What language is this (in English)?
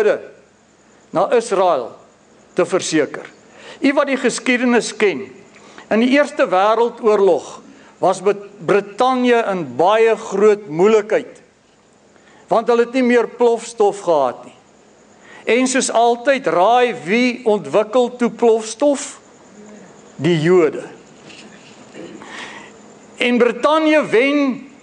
Afrikaans